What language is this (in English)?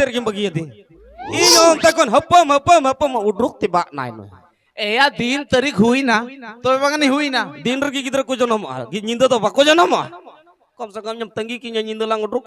Santali